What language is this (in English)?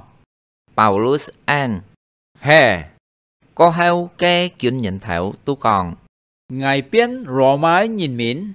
Hakka Chinese